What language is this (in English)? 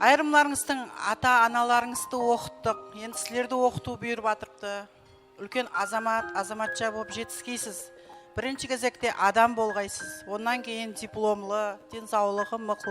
Kara-Kalpak